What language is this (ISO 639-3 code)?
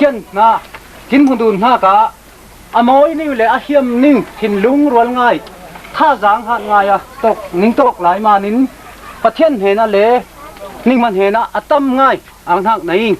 cfm